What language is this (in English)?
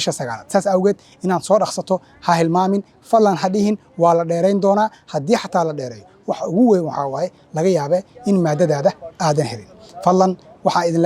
Somali